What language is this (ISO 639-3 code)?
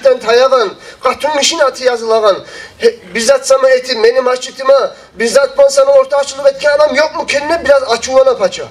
kum